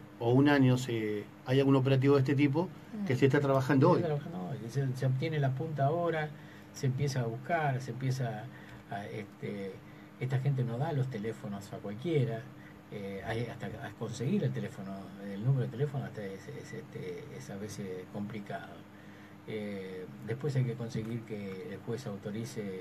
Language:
Spanish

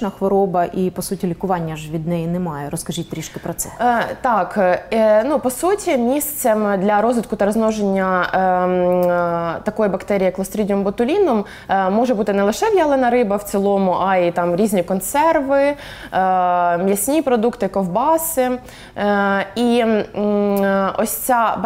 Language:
Ukrainian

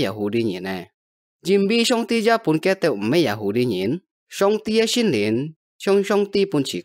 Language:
Hakka Chinese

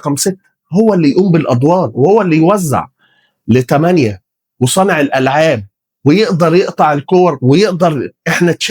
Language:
Egyptian Arabic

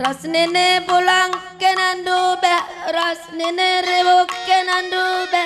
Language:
Batak Karo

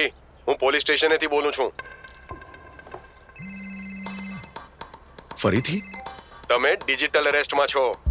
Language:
Gujarati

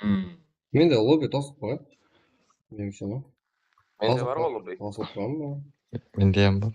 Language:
Kara-Kalpak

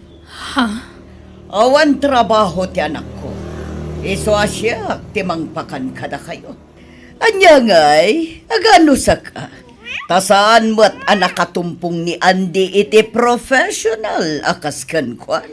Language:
Iloko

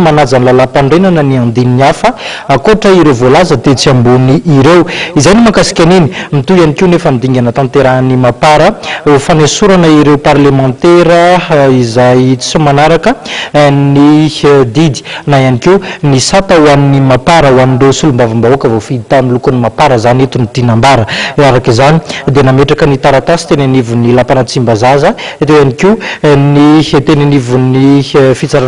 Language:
Malagasy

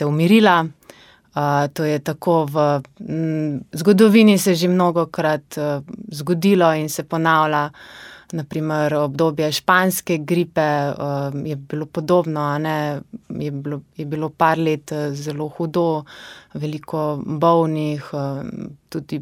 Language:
Slovenian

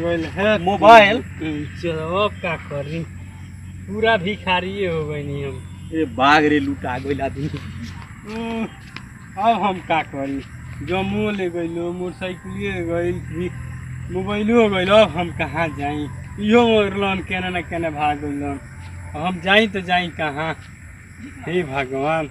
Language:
Bhojpuri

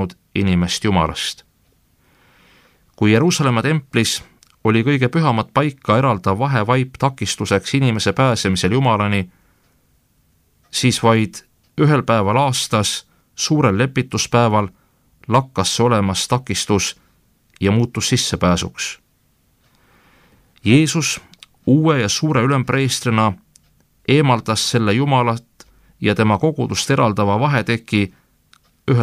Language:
Estonian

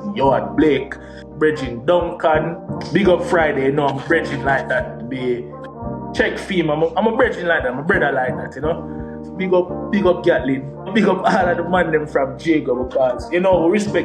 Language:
Jamaican Creole English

